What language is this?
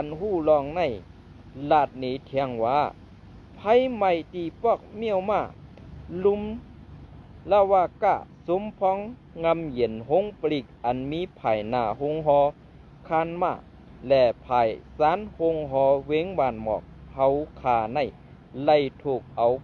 Shan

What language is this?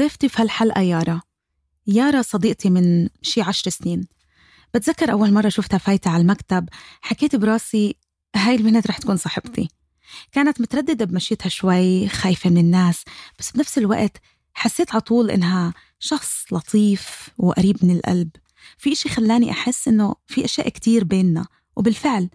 North Levantine Arabic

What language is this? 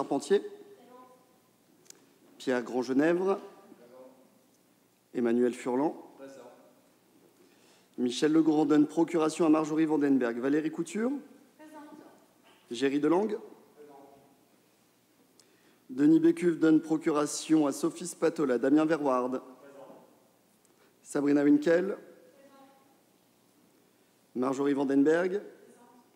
French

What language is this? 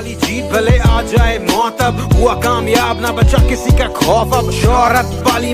Naga Pidgin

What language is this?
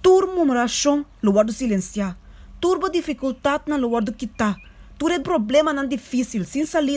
Papiamento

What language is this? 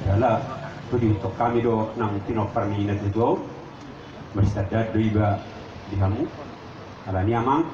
Batak Toba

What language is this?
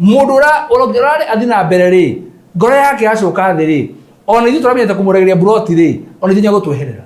Kikuyu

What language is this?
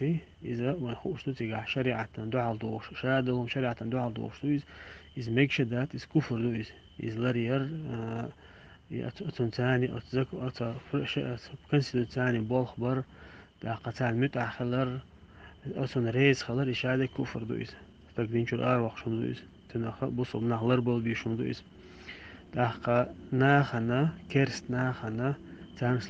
Chechen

